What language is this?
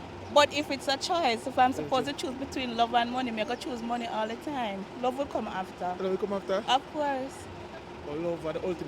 Jamaican Creole English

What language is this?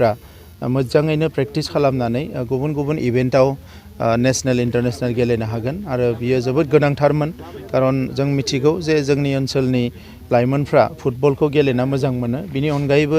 Bodo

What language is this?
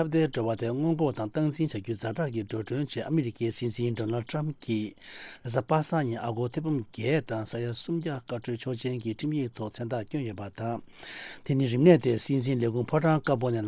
Tibetan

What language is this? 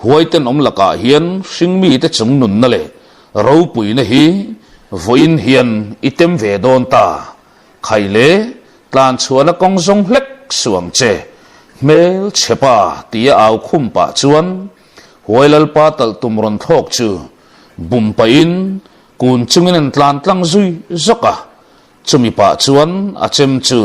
Mizo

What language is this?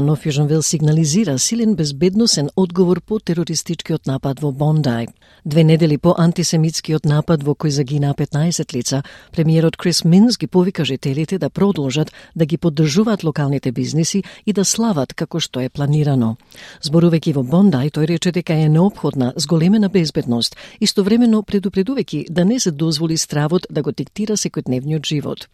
Macedonian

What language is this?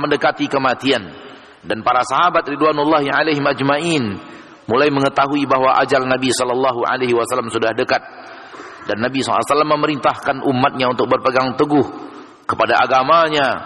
Indonesian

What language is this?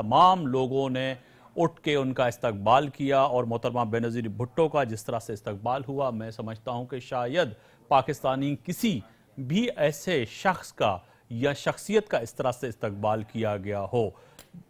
Urdu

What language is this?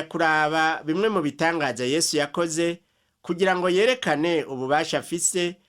Rundi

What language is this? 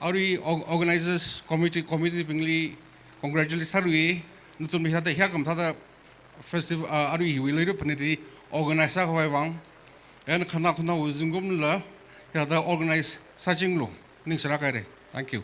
Tangkhul Naga (India)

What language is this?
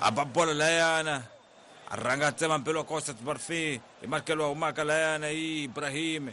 Tsonga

